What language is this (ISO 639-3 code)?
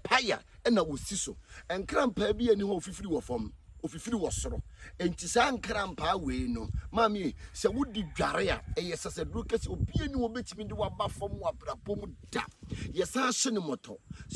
aka